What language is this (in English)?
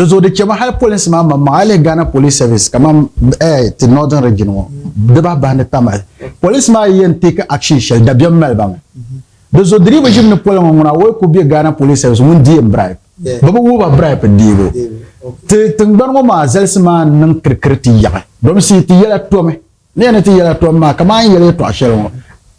Dagbani